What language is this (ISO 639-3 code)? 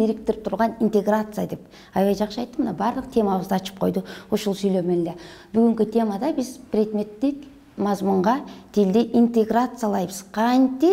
kir